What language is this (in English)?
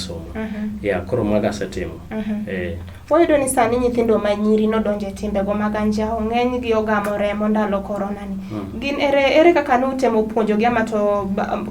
Luo (Kenya and Tanzania)